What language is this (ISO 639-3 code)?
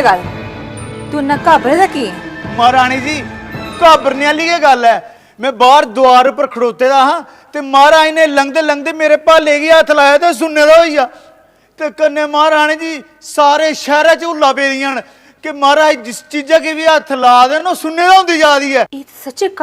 doi